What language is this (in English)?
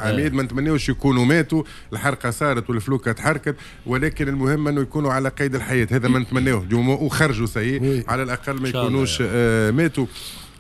Tunisian Arabic